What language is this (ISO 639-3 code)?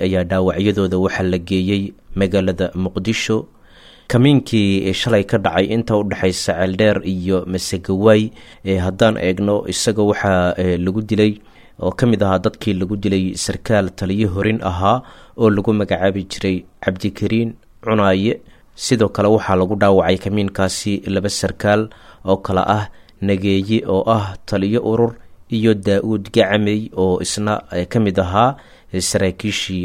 som